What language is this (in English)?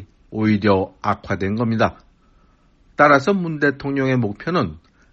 Korean